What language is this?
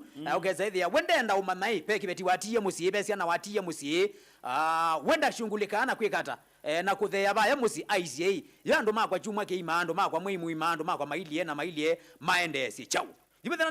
Kamba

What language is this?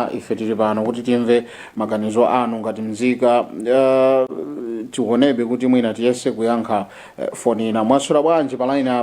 Nyanja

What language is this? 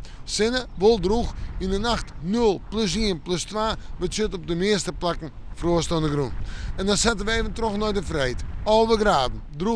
Western Frisian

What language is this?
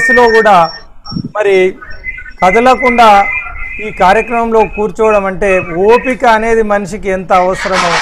Telugu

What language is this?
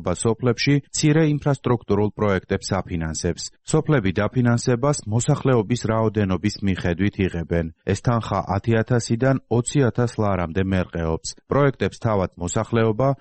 Georgian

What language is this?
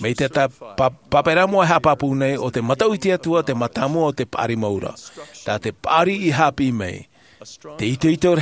Tahitian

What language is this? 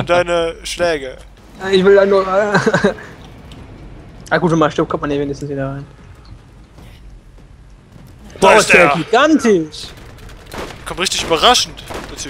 German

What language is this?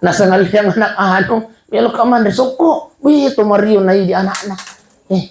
Buginese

